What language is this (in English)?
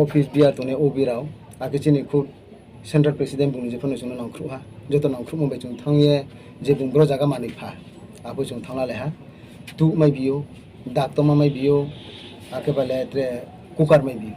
Riang (India)